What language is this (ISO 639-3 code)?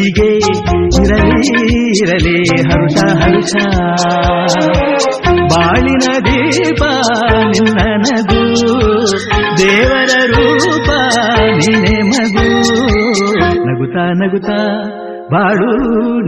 kan